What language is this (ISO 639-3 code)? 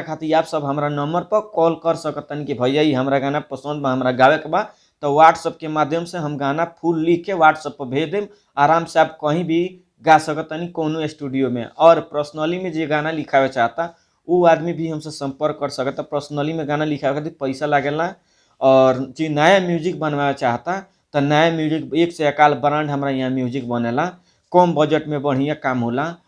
bho